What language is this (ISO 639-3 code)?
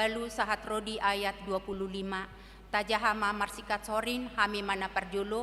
bbc